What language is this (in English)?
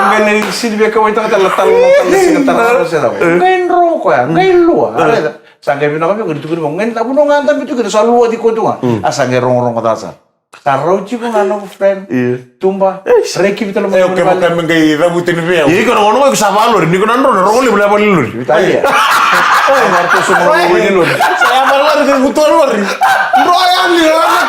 Fijian